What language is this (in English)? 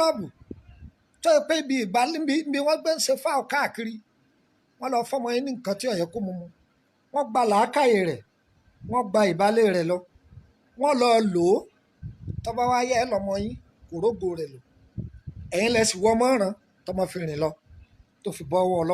Yoruba